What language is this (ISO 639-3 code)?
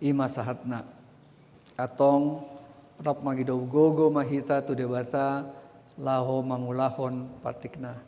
bbc